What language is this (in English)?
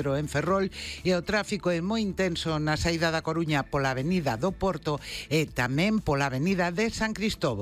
Galician